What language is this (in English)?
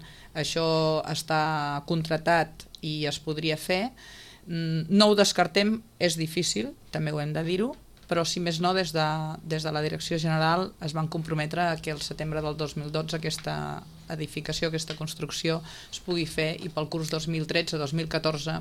Catalan